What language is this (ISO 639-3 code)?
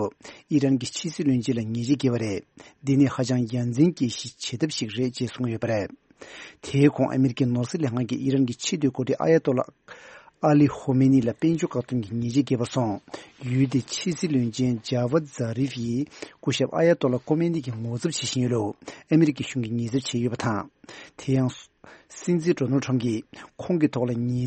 bod